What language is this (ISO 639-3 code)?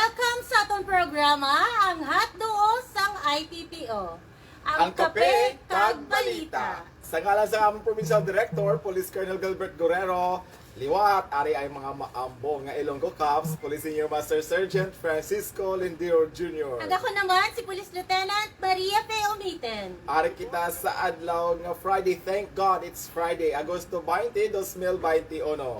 hil